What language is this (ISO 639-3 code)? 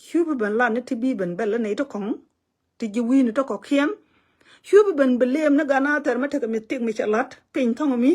nus